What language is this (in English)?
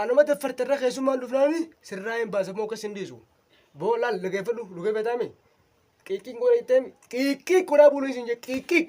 Oromo